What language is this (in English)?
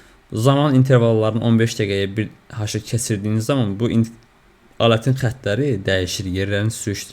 Azerbaijani